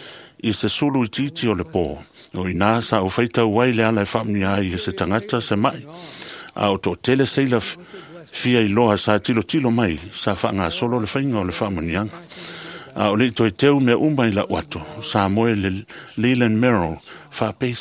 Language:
Samoan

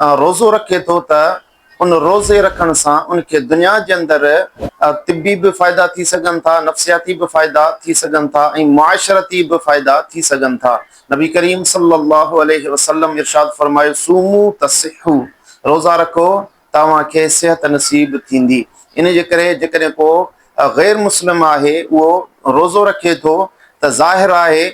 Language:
Sindhi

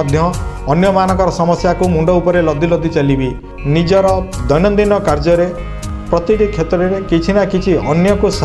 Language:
Odia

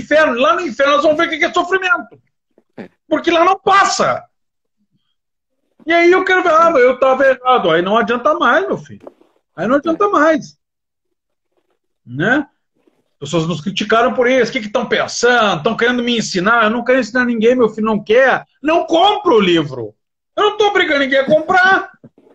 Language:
Portuguese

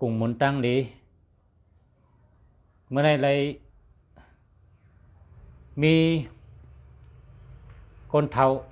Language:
Shan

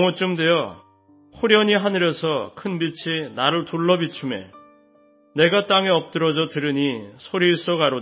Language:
Korean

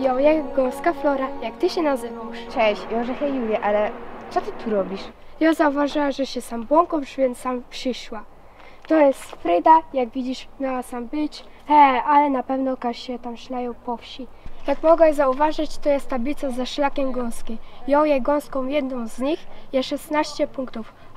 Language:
Silesian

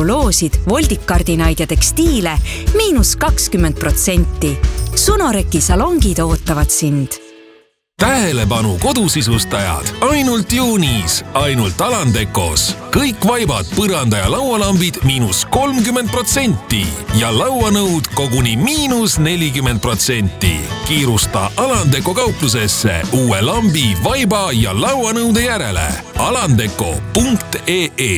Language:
Estonian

